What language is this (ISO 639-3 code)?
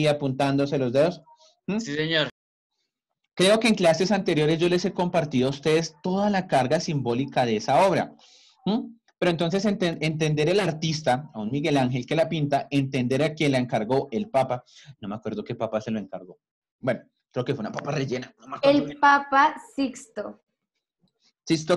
spa